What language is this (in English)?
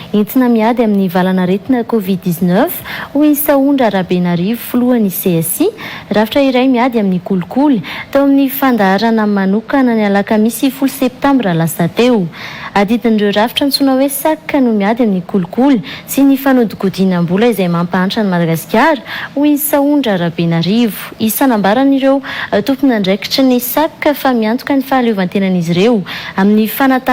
Malagasy